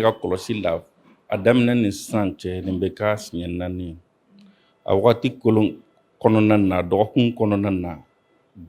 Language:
Bambara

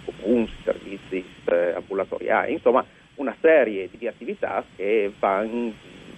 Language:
Friulian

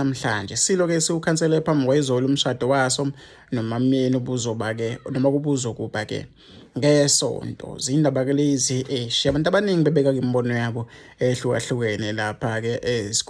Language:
Zulu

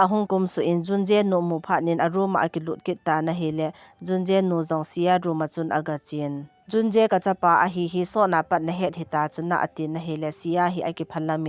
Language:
Thado Chin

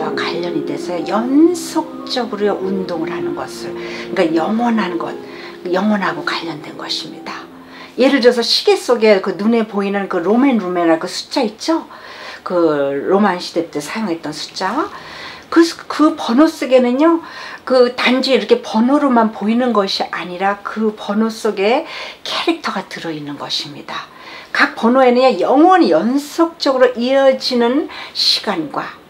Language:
Korean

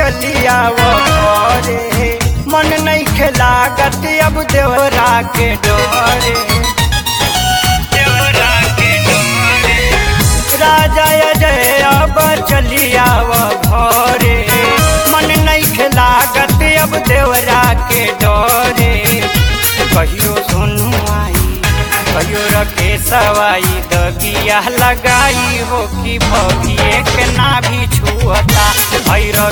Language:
Bhojpuri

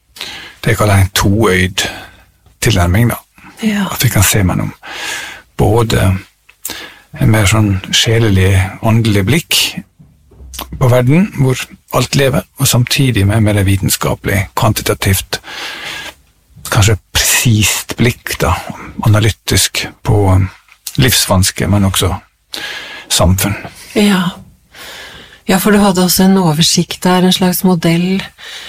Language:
Norwegian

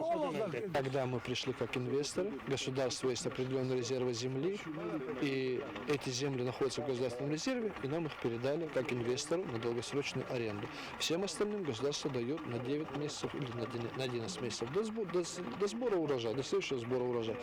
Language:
Ossetic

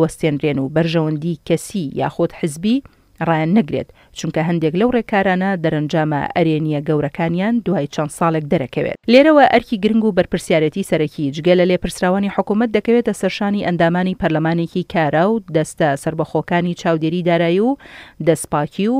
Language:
Central Kurdish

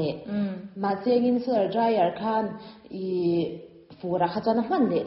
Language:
Mizo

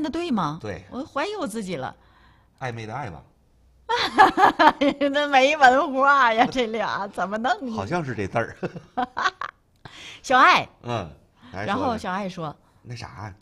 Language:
Chinese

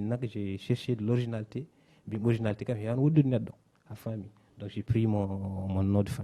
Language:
Fula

